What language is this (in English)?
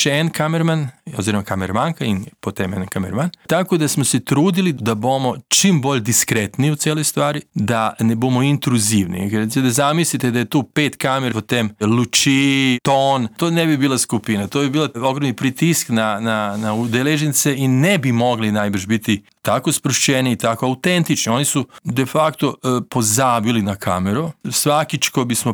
Slovenian